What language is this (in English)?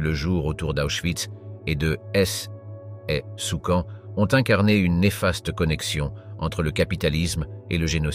French